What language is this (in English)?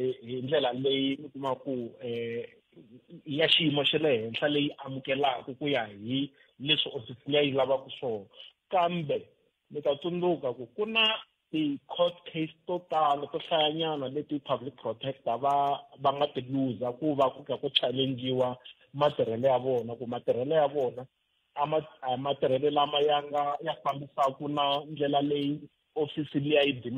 Tsonga